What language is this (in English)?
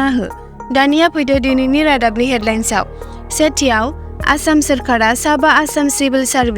Bodo